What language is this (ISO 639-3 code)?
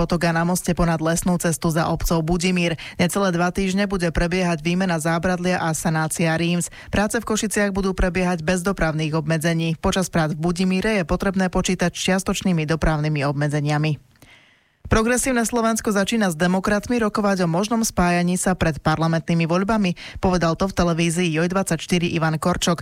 slk